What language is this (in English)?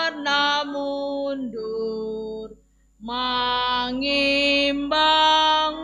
Batak Simalungun